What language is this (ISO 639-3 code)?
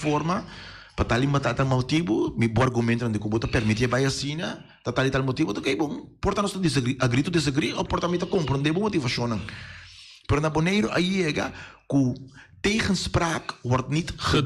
pap